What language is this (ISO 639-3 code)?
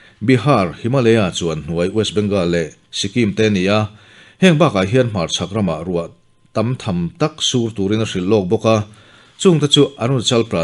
lus